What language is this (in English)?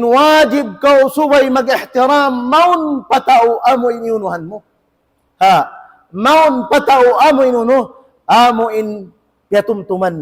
Tausug